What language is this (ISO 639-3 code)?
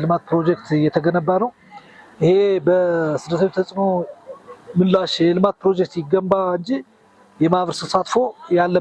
amh